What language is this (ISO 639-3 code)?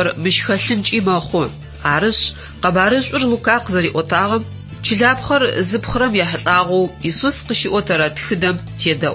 ady